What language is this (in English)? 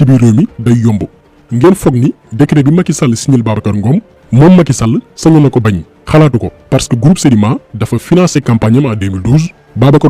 Wolof